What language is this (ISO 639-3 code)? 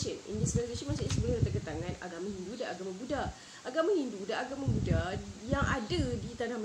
msa